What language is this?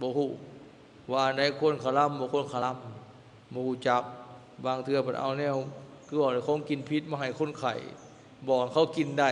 Lao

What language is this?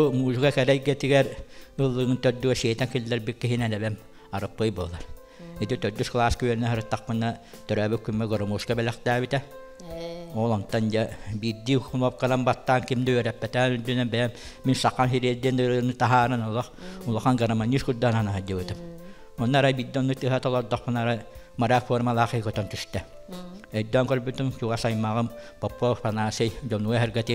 Yakut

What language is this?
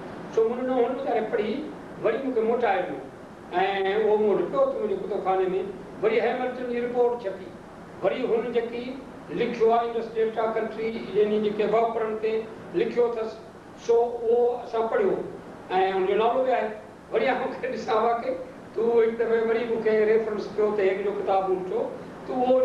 Sindhi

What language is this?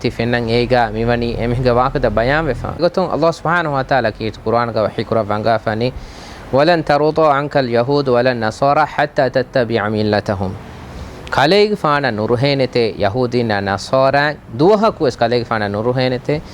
Divehi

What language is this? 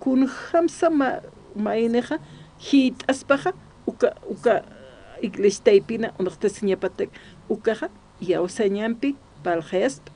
Aymara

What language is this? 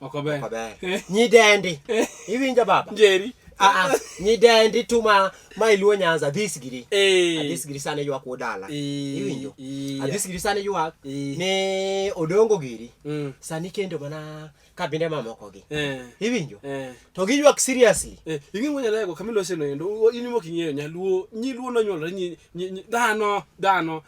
Luo (Kenya and Tanzania)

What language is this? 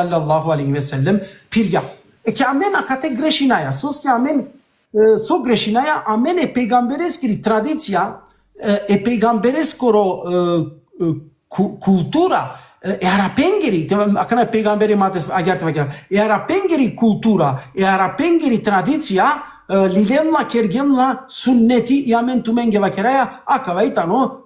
Balkan Romani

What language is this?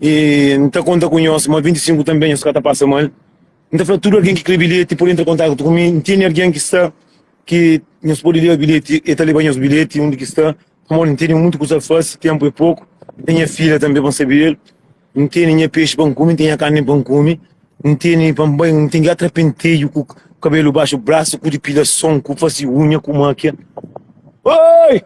Kabuverdianu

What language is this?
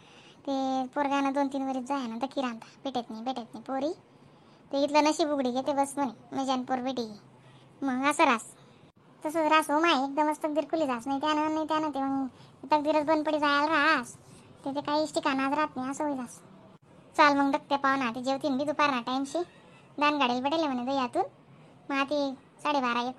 Khandesi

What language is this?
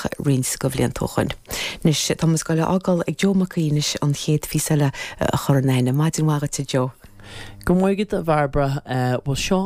Irish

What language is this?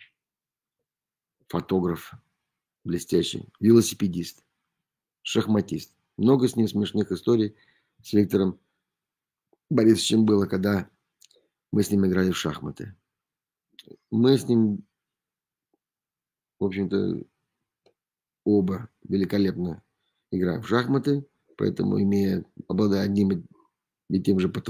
Russian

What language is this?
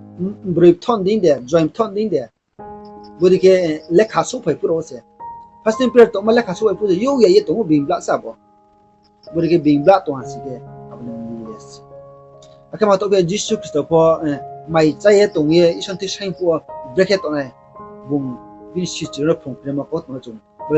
Riang (India)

